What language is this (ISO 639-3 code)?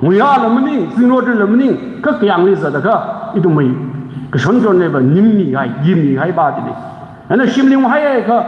nmf